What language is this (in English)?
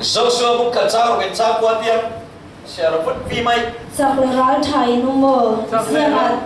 Falam Chin